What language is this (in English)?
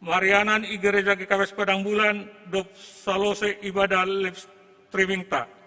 Batak Simalungun